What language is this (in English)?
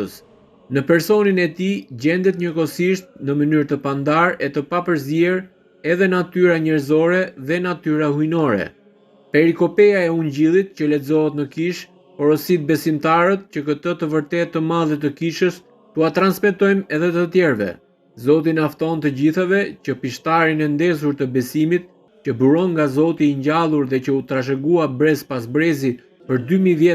Albanian